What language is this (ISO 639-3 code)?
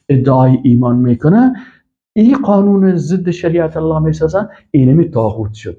fas